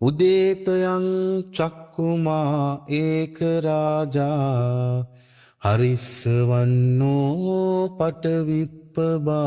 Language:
Pali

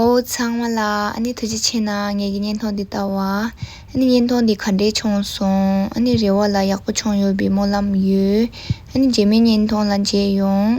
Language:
Tibetan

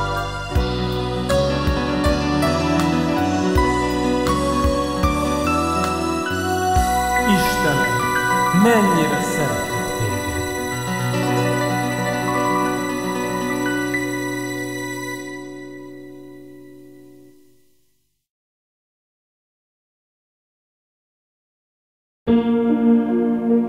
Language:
Hungarian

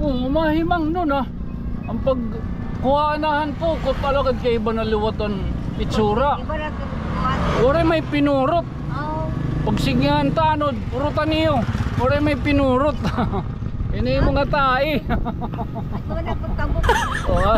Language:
Waray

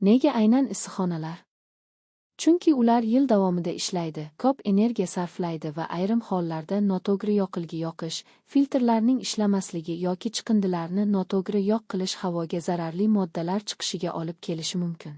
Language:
Uzbek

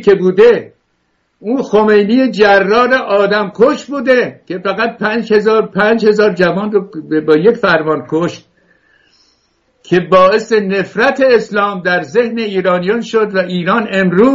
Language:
Persian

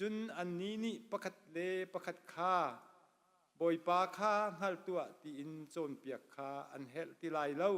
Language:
Hakha Chin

